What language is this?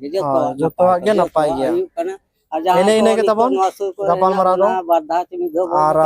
Santali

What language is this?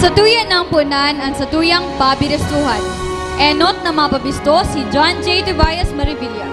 Bikol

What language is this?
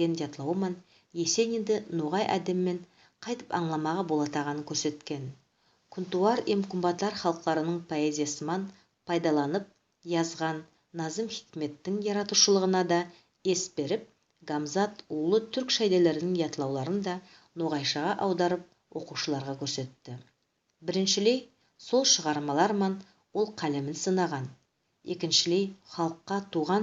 Nogai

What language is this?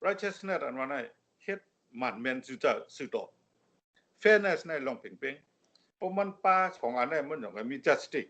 Shan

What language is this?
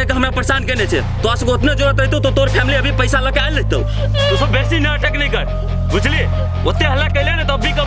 Maithili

